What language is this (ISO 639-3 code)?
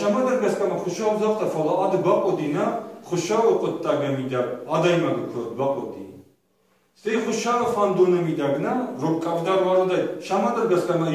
oss